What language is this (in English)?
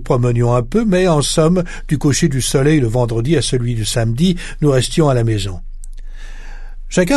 French